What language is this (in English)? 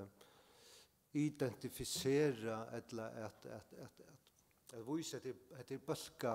Faroese